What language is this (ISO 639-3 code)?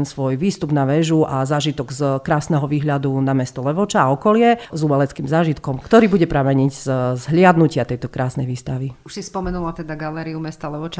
slk